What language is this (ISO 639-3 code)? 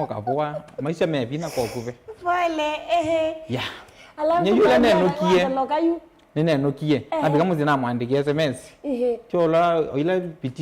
kam